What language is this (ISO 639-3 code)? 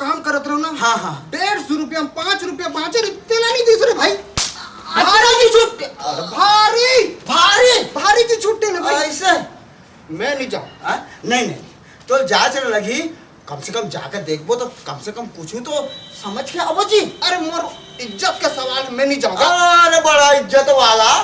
hne